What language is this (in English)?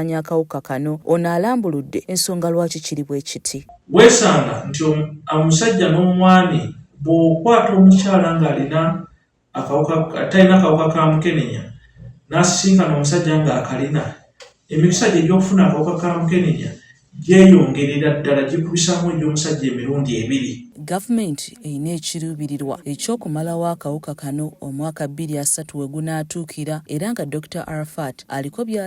Ganda